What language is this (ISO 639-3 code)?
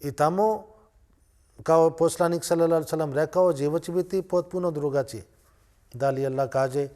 bos